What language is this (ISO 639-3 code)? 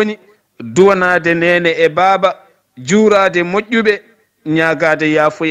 ful